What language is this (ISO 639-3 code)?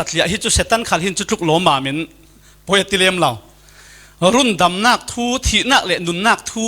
cfm